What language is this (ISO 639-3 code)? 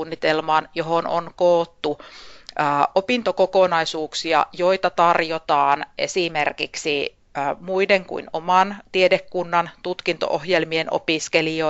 fin